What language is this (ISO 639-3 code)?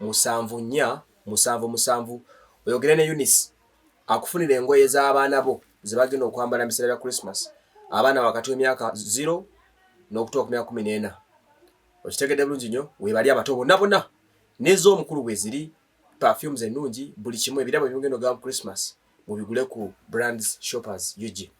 lug